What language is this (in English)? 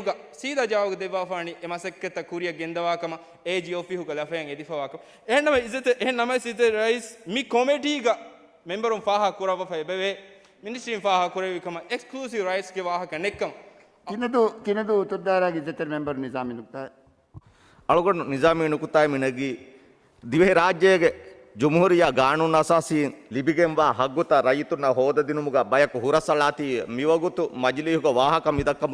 Divehi